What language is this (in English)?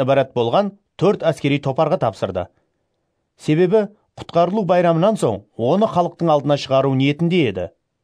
Kara-Kalpak